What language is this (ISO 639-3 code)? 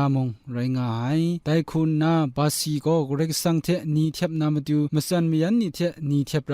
kac